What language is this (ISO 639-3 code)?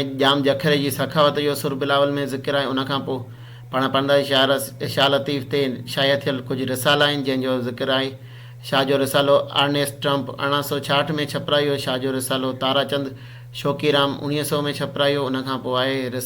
snd